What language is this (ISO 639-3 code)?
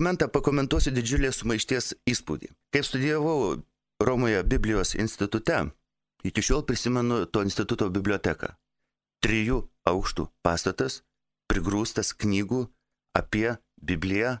lit